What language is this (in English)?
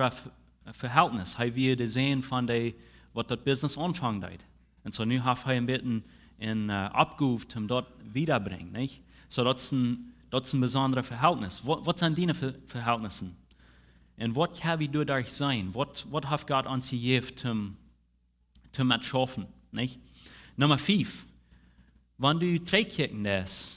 Plautdietsch